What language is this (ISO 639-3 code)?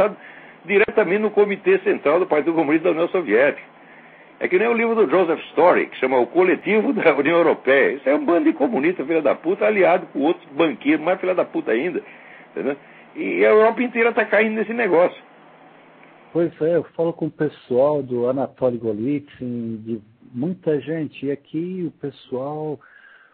por